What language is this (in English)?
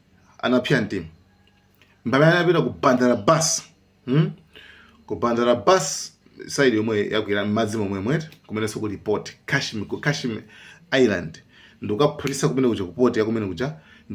Nyanja